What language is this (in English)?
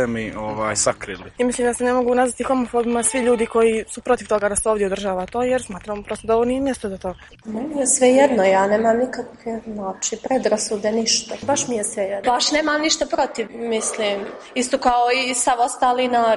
Serbian